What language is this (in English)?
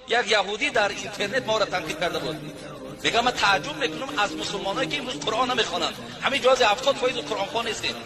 Tajik